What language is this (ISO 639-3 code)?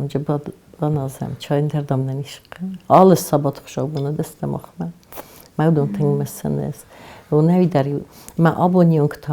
oss